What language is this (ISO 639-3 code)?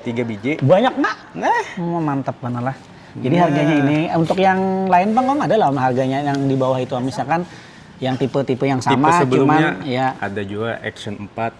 bjn